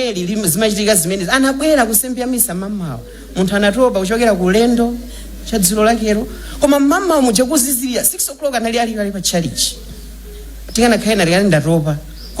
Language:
Nyanja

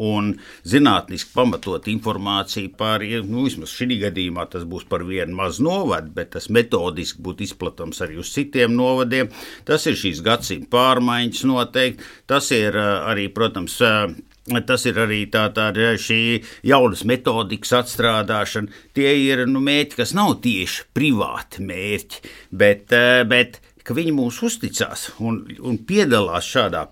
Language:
Latvian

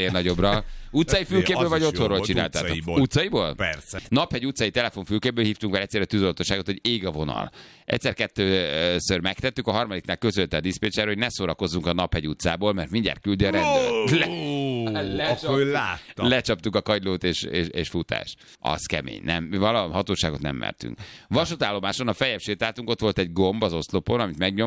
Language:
Hungarian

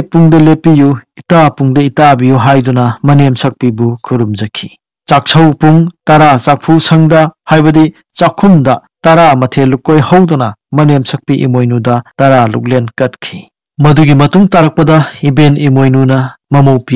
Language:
Manipuri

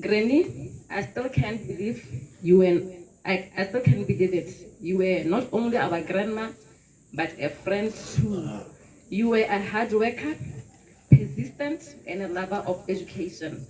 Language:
Tswana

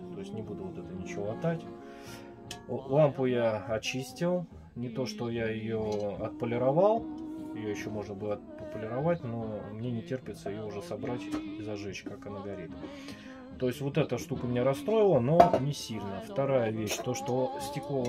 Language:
Russian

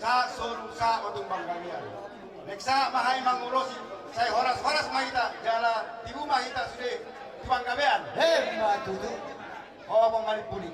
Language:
Batak Toba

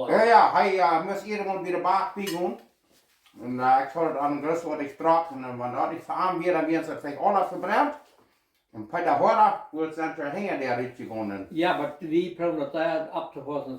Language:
Plautdietsch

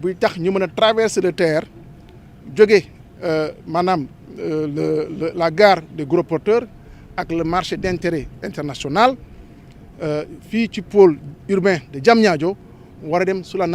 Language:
Wolof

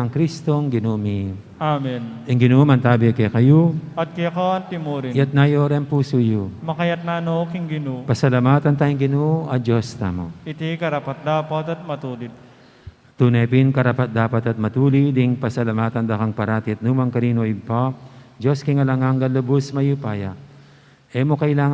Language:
Pampanga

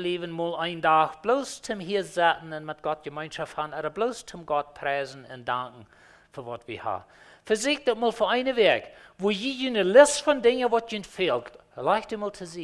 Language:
Plautdietsch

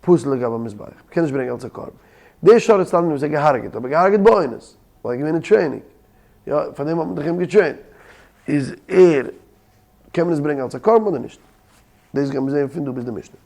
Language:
Yiddish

